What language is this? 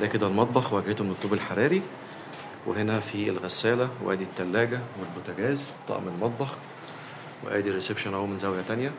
Egyptian Arabic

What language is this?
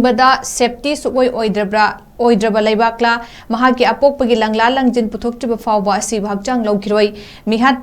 Manipuri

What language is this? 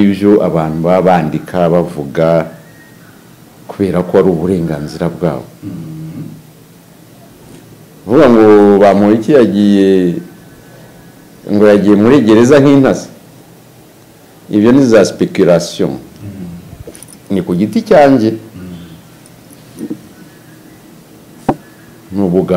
Kinyarwanda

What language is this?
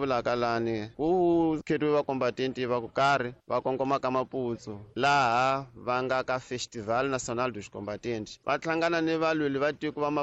Tsonga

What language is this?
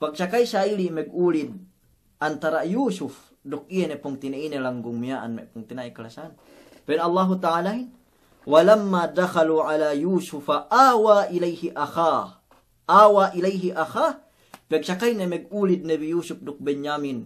Yakan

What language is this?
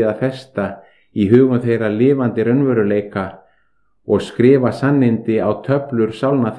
Icelandic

